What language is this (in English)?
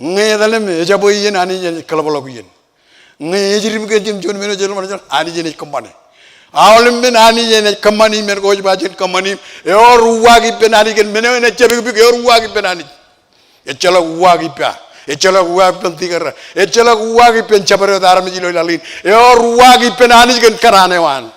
Marshallese